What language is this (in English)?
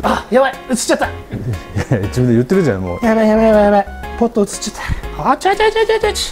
Japanese